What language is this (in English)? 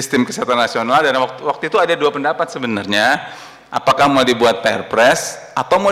Indonesian